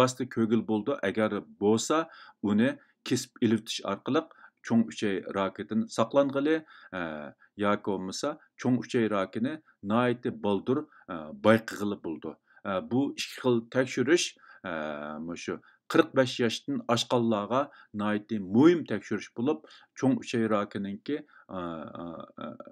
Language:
Uyghur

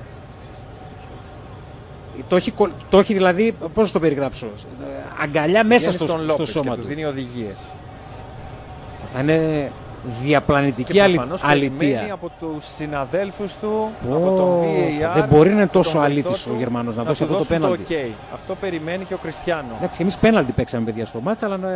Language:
Greek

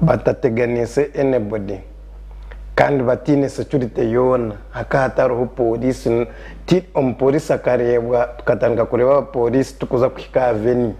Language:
Nyankole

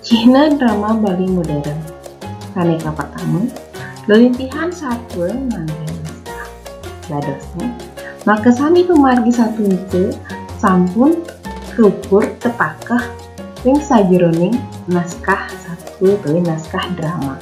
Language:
Balinese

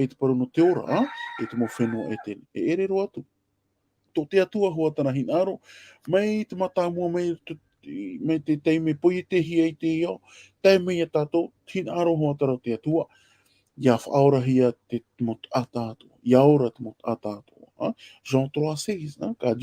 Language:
Tahitian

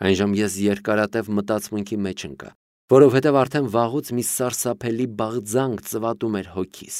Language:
Armenian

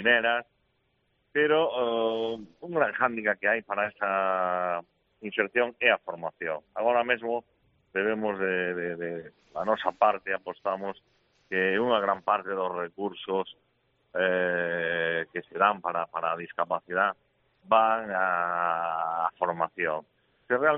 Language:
Galician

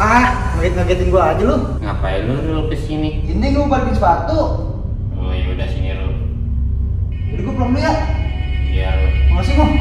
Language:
Betawi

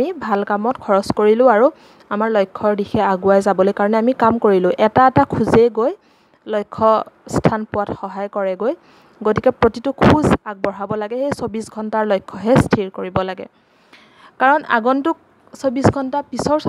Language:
Assamese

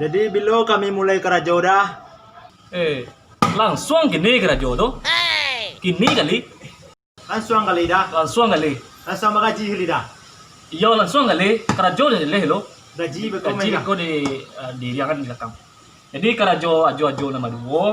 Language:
Minangkabau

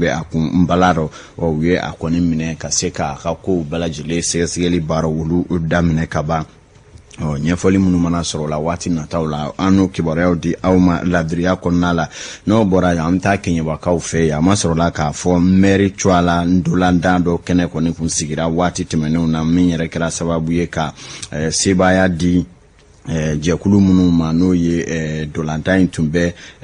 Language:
Bambara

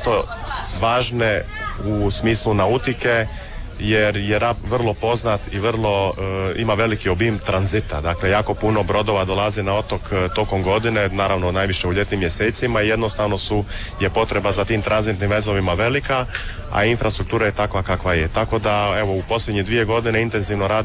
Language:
Croatian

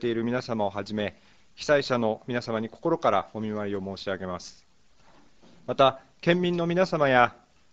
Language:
Japanese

